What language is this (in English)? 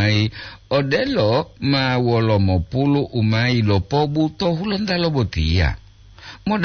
Gorontalo